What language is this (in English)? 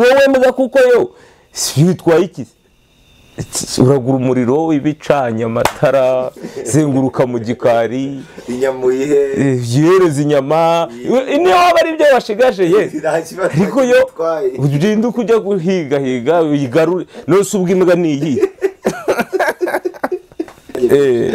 Kinyarwanda